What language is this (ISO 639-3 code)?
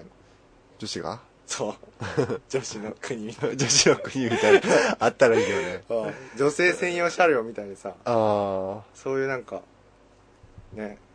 jpn